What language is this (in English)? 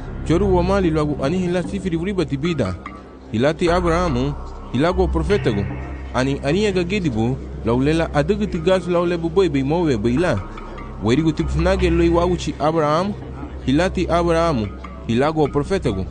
Garifuna